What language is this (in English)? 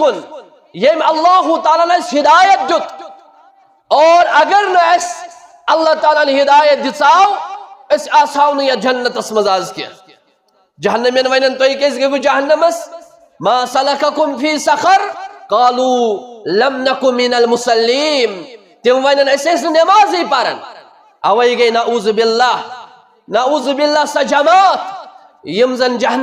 Kashmiri